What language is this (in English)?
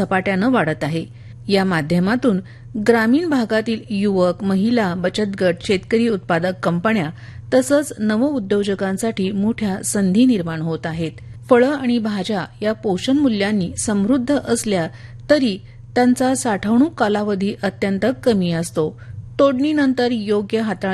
Marathi